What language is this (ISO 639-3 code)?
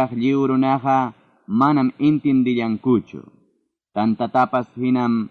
quy